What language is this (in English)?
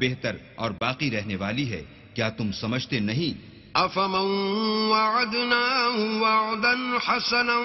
Urdu